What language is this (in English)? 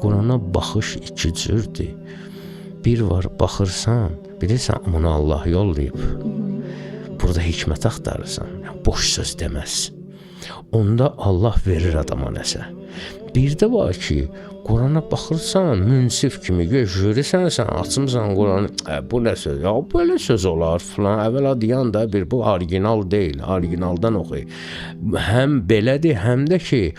Azerbaijani